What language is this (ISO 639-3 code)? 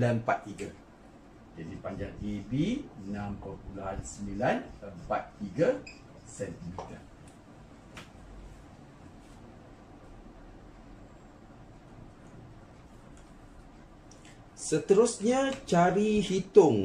msa